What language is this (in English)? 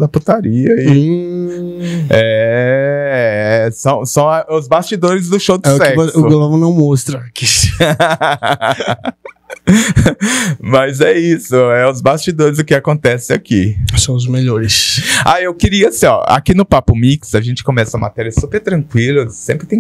Portuguese